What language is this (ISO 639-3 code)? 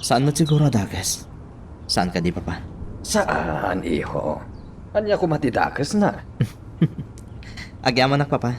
ilo